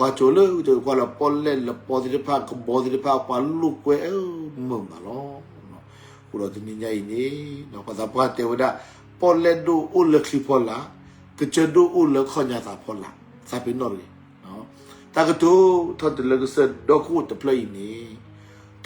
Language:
S'gaw Karen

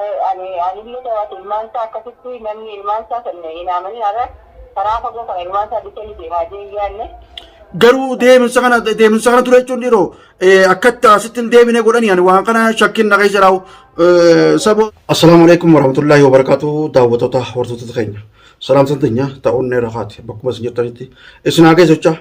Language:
Oromo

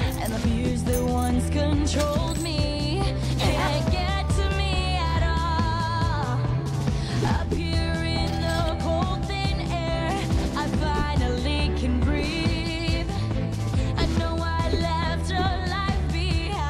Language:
English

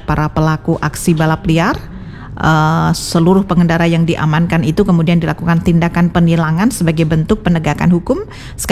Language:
Indonesian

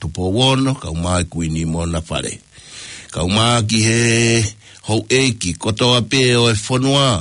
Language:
Tongan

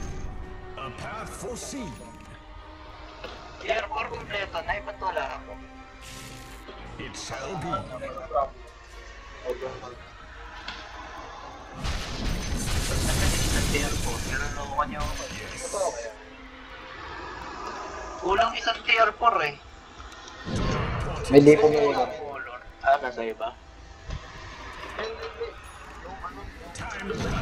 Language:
Filipino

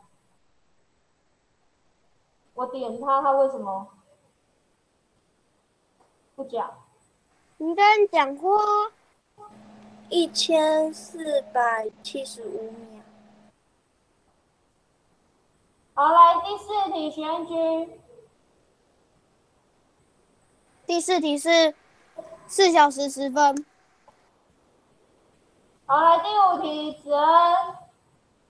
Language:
Chinese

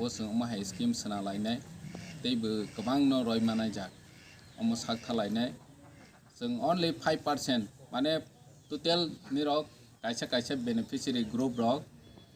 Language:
Kok Borok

